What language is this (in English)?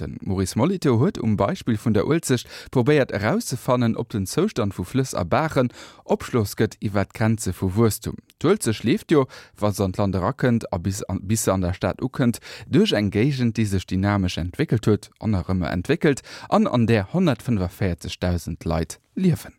Luxembourgish